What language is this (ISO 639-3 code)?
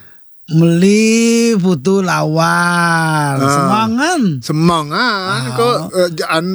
ban